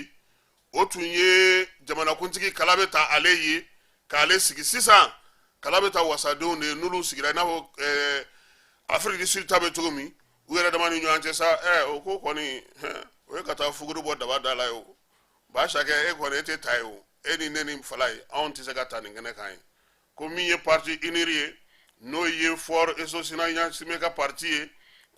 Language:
Bambara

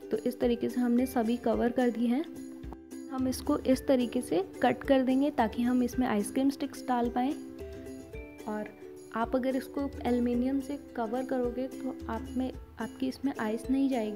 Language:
Hindi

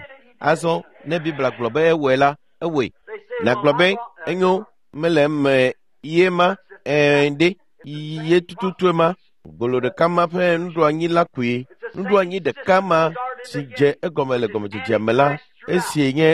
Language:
Ewe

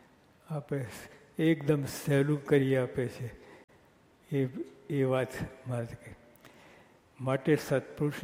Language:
Gujarati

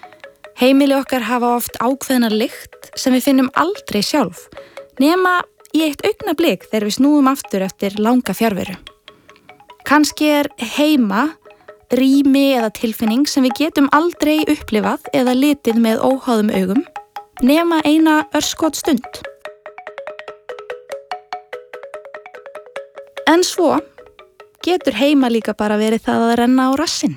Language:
Icelandic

